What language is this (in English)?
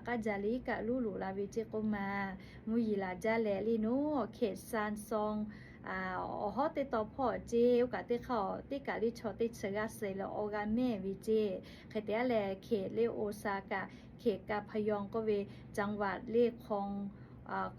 Lahu